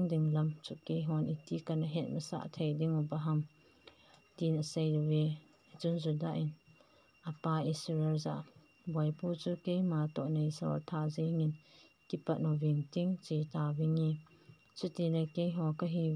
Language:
Thado Chin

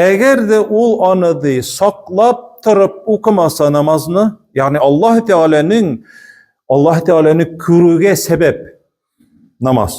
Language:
Tatar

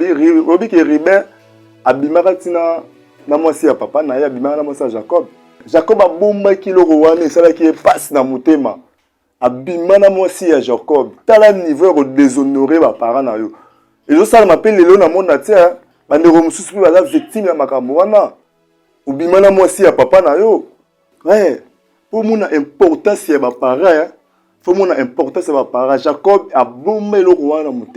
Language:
Lingala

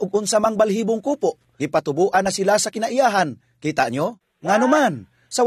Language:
Cebuano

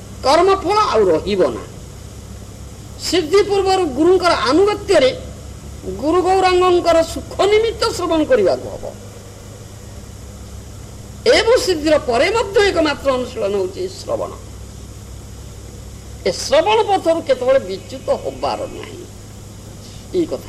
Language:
Odia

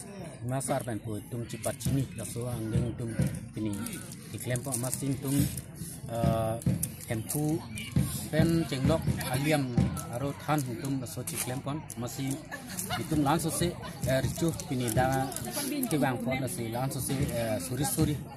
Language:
Karbi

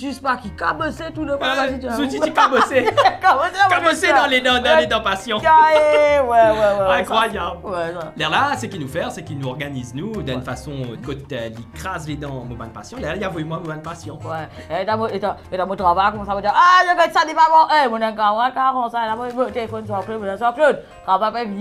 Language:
Morisyen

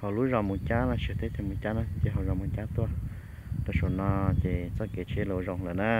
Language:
Hmong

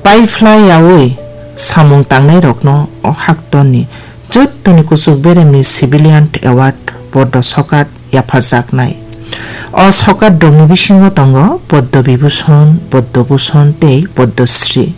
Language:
Kok Borok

